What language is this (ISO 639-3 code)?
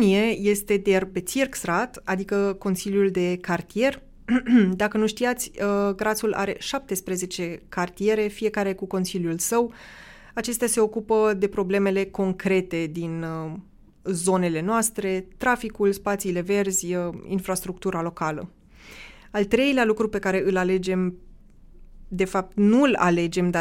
ron